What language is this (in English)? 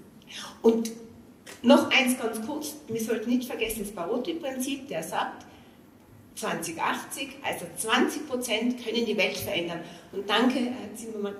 German